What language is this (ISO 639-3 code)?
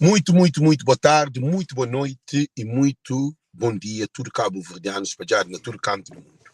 kea